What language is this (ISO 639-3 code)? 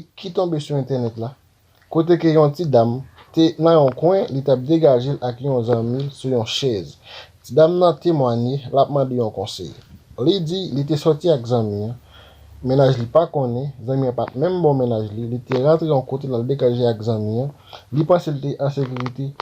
hat